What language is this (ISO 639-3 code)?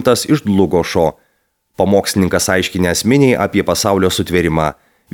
lit